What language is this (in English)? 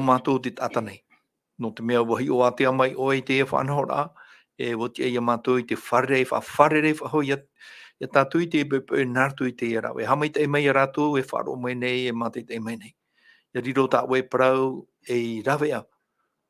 Tahitian